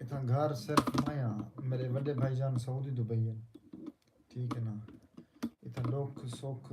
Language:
Saraiki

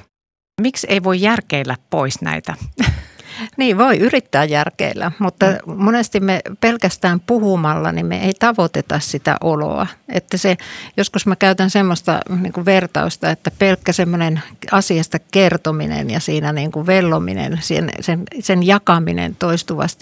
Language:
Finnish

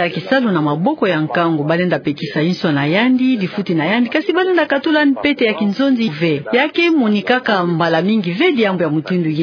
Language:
Kituba (Democratic Republic of Congo)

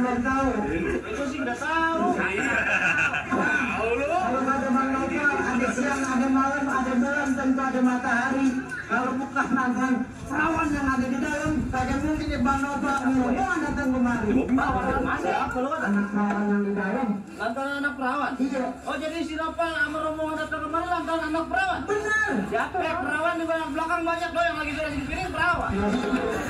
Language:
Betawi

